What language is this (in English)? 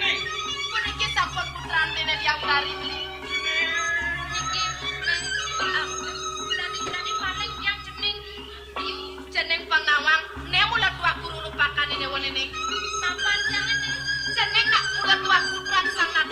Balinese